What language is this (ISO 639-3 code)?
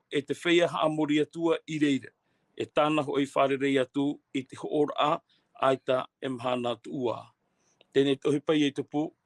tah